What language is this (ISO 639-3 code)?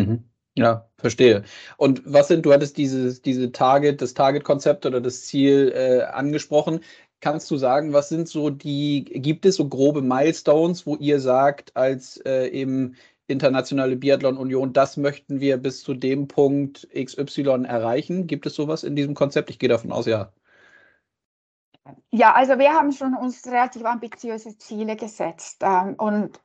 deu